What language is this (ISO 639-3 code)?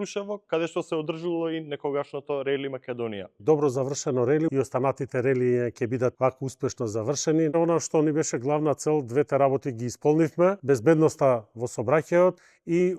mkd